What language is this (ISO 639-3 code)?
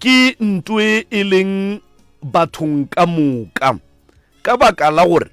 nso